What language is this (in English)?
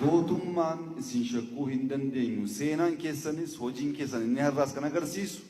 Oromo